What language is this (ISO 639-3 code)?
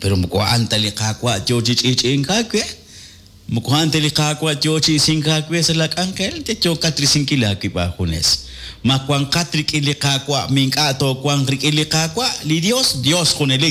kek